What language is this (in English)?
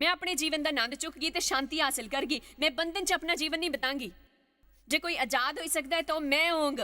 Dogri